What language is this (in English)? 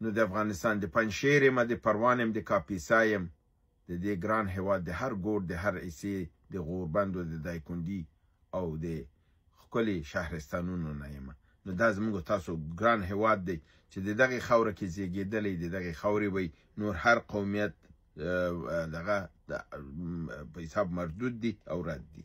Pashto